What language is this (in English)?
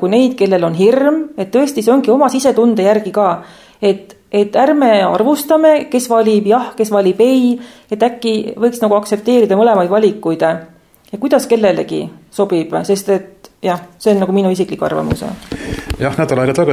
Estonian